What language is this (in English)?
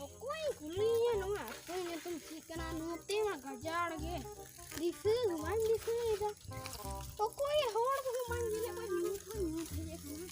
Santali